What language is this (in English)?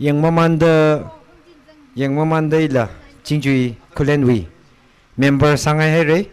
Tangkhul Naga (India)